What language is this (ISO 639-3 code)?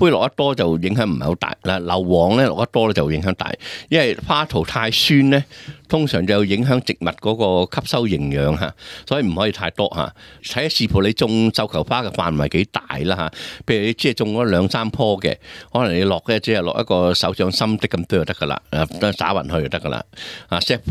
yue